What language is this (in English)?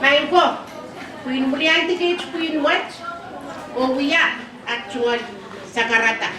Pohnpeian